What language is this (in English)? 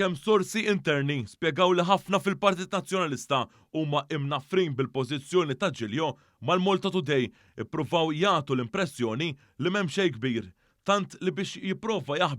Maltese